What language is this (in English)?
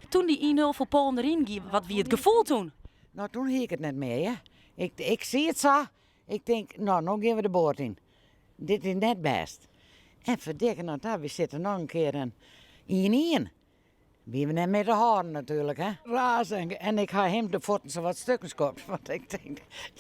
Western Frisian